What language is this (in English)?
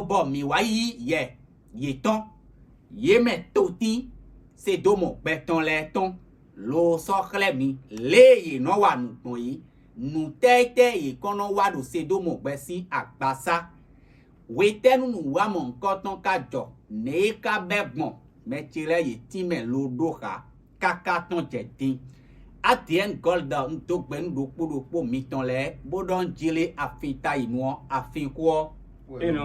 Fon